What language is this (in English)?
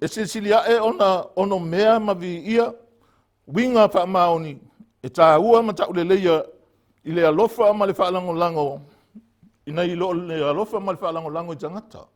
Samoan